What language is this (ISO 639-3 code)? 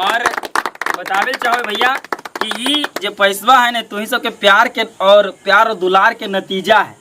mag